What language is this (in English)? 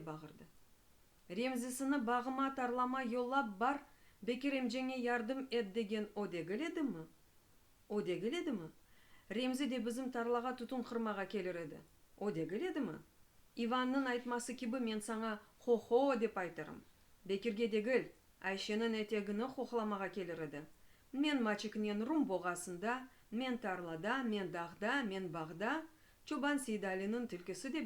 Crimean Tatar